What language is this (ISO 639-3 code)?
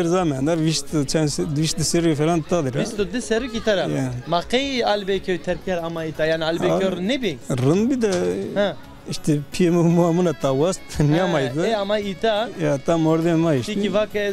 zza